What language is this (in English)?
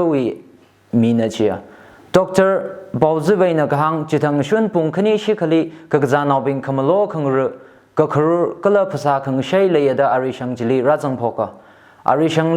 Tangkhul Naga (India)